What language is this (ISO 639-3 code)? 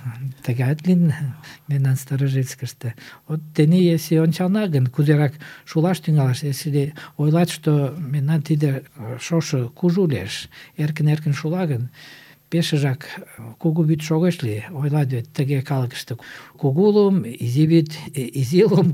chm